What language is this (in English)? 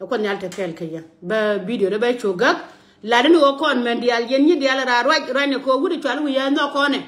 Nuer